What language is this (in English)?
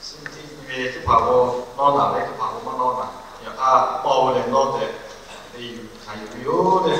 Lahu